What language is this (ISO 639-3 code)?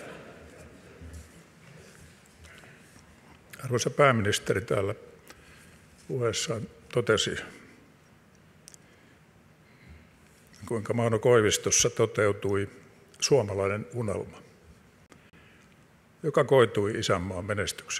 fin